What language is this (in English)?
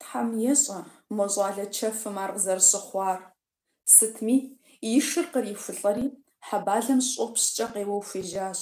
Kabardian